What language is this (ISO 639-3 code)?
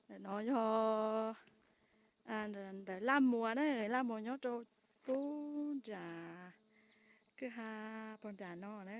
hmn